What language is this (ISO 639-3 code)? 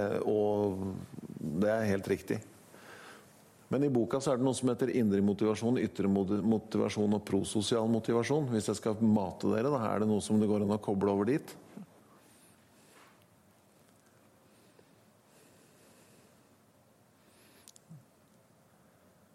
nor